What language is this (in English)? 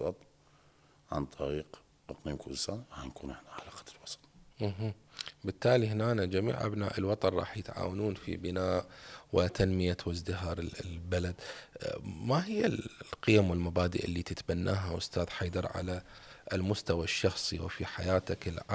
Mesopotamian Arabic